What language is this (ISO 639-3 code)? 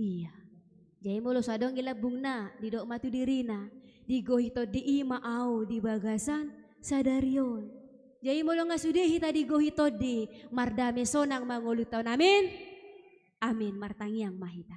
bbc